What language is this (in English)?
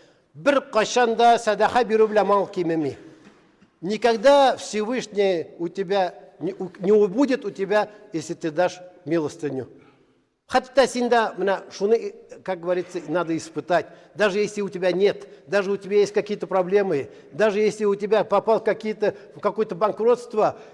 Tatar